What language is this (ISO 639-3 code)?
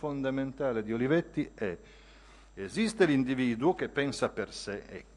ita